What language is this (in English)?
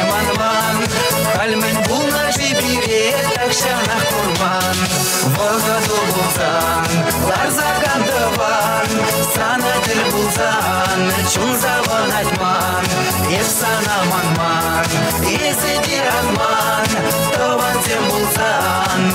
Chuvash